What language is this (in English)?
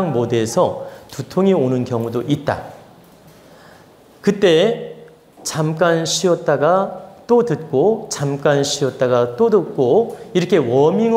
Korean